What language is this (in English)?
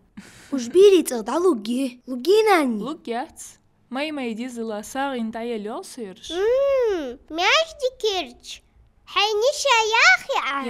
Ingush